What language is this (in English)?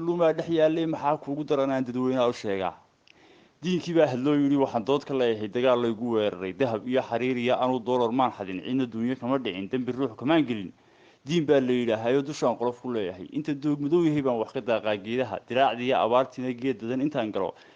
Somali